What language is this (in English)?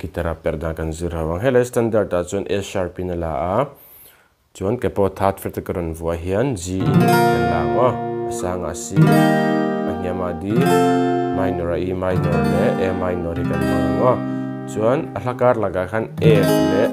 Mizo